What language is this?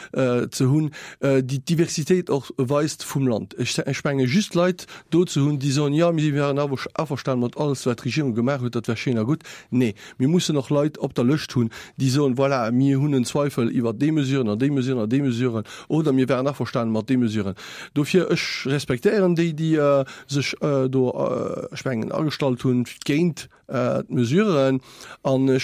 Luxembourgish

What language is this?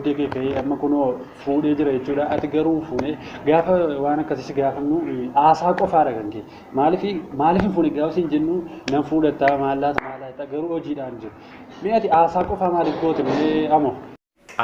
Oromo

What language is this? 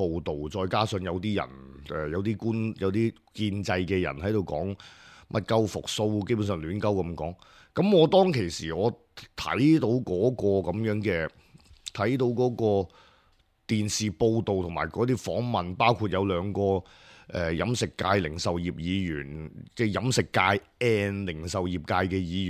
Cantonese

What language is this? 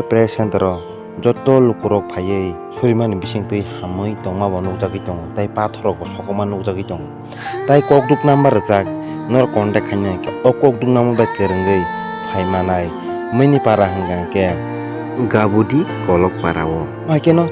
Kok Borok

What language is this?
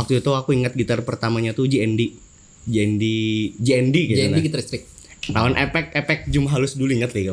Banjar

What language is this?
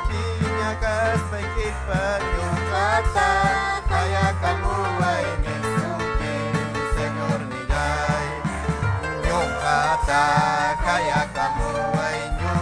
Ayacucho Quechua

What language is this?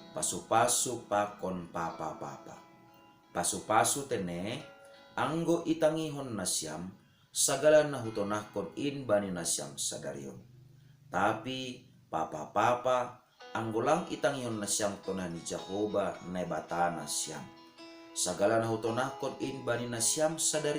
Batak Simalungun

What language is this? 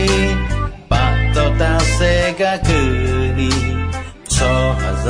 Akha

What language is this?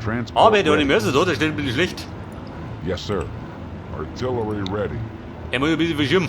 Bavarian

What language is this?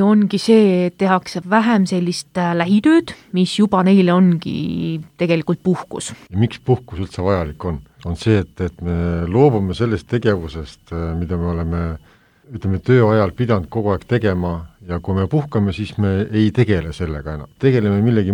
Estonian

